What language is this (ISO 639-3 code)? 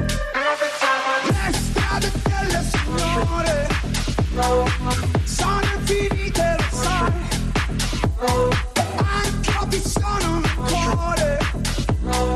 ita